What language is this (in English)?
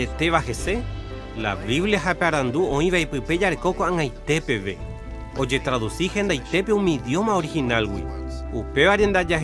Guarani